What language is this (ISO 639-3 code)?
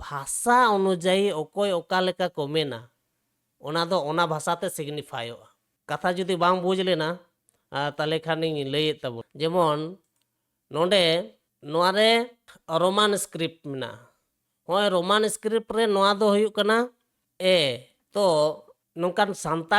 sat